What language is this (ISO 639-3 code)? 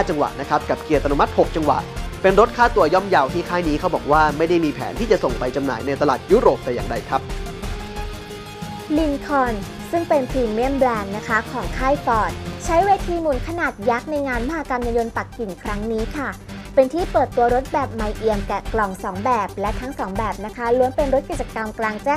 tha